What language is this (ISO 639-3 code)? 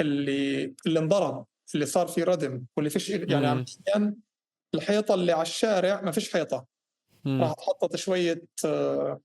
apc